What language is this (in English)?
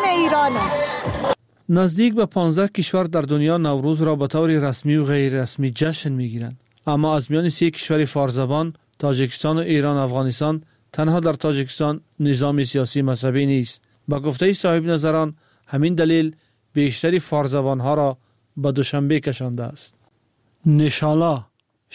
Persian